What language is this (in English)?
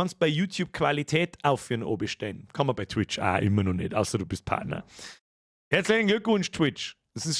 Bavarian